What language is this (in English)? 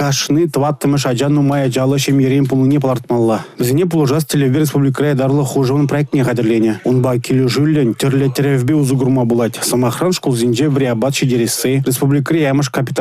Chuvash